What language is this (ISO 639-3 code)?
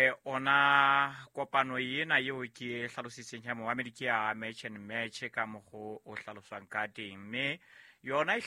sot